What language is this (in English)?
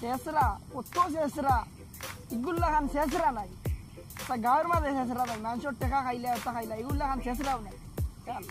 Sylheti